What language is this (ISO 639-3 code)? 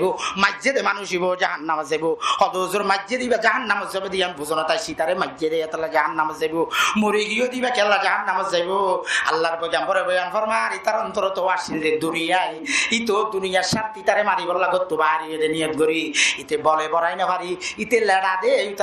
rhg